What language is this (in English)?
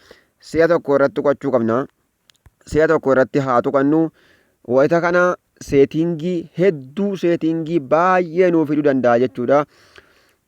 Oromo